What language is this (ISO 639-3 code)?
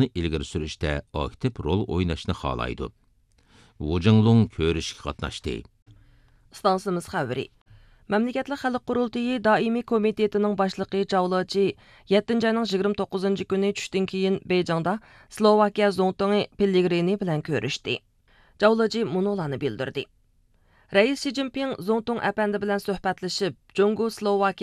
uig